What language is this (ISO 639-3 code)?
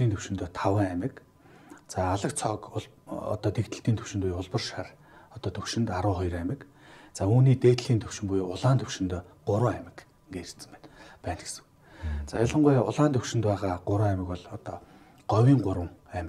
mon